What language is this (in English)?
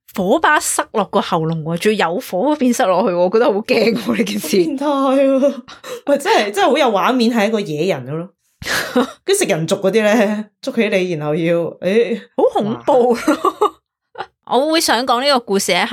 Cantonese